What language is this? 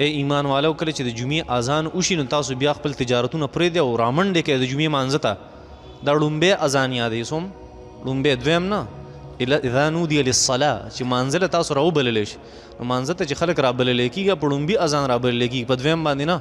Pashto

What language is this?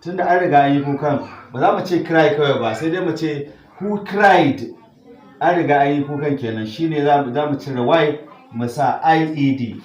Hausa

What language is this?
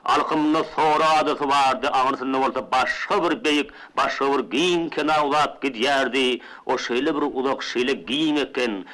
Turkmen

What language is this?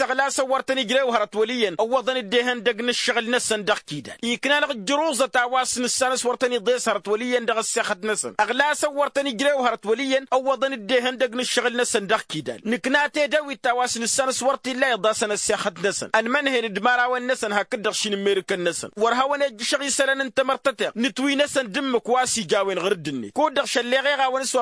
Tamasheq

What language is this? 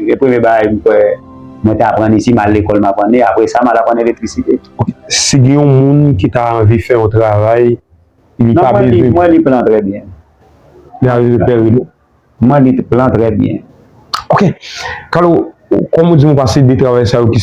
Haitian Creole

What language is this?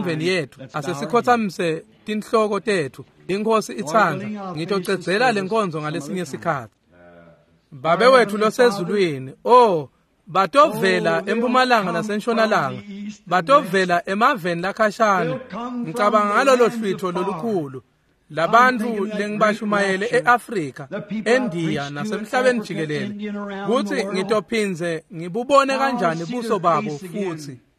Swati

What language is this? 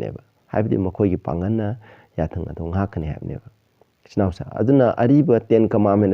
Manipuri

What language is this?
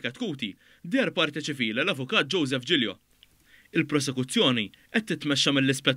Maltese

